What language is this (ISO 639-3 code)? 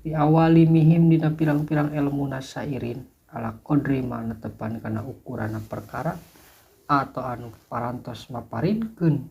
sun